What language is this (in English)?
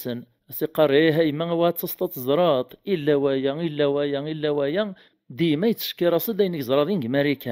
Kabyle